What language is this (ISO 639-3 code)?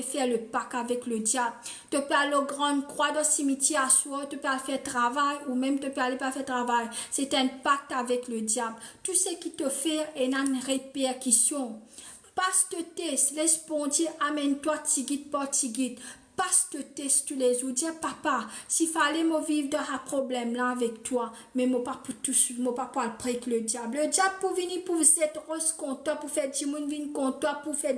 mfe